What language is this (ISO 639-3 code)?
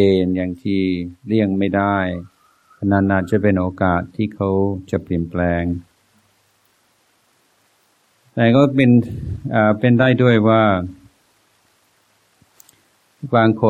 tha